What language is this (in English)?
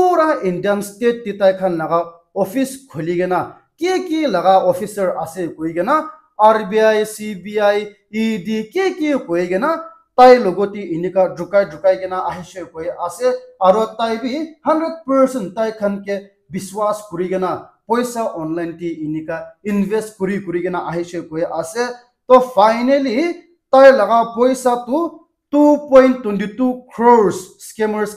Naga Pidgin